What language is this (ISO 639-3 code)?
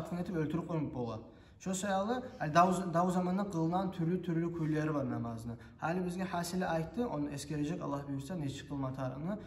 kum